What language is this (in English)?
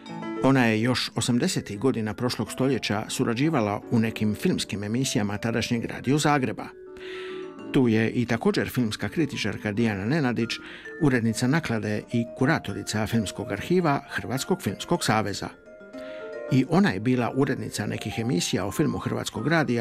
Croatian